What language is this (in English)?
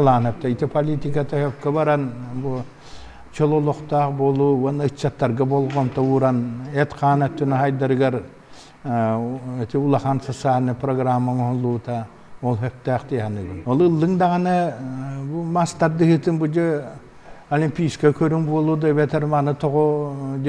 Yakut